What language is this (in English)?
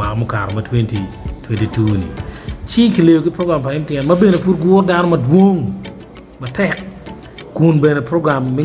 Acoli